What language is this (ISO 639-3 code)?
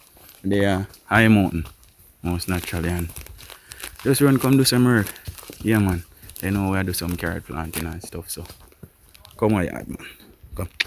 jam